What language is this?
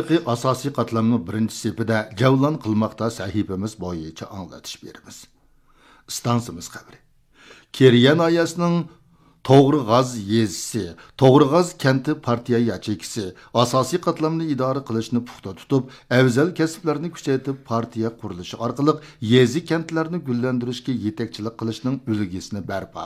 Uyghur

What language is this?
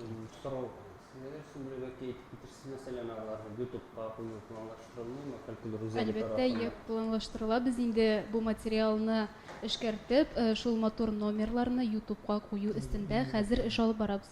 Tatar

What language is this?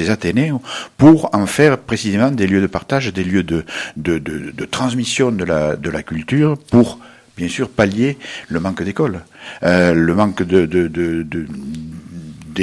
French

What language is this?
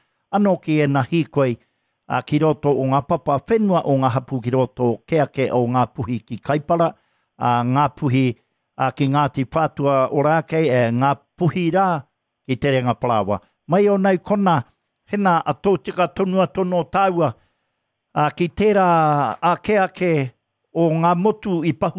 Māori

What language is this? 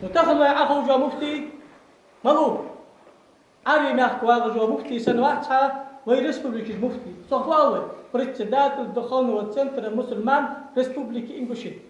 Ingush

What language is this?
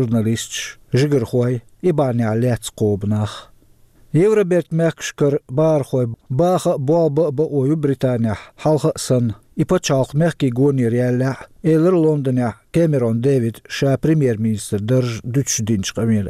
Chechen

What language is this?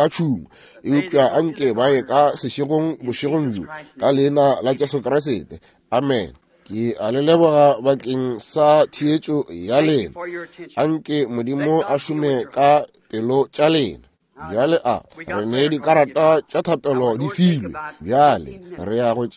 Northern Sotho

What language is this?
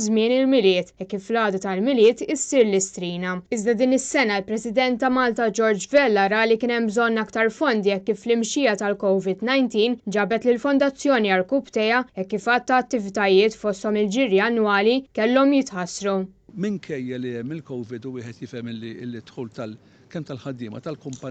Maltese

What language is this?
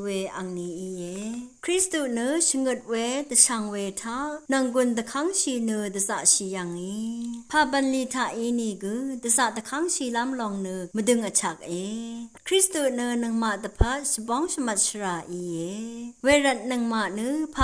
Rawang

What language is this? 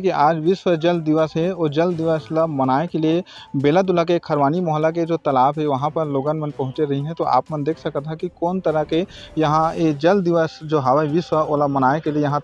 Chhattisgarhi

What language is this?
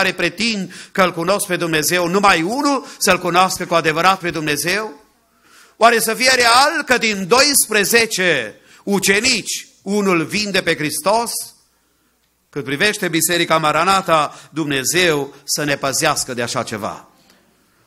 Romanian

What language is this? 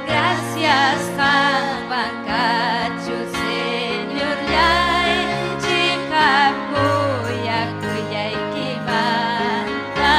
Ayacucho Quechua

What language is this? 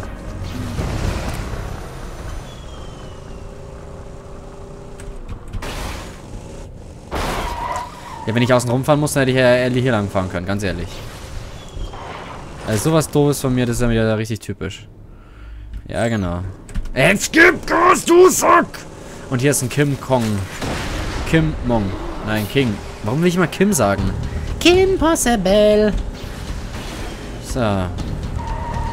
German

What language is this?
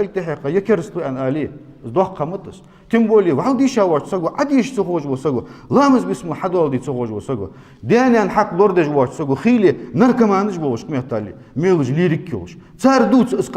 Ingush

